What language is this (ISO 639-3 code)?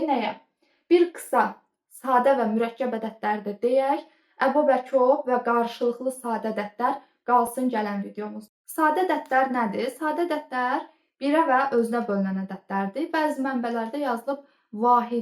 aze